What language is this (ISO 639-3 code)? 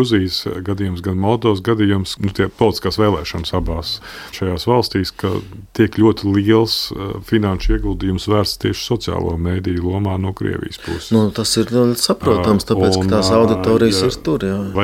lav